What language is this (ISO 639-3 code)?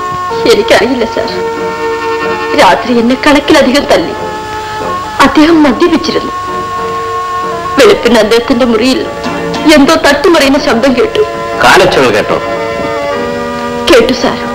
mal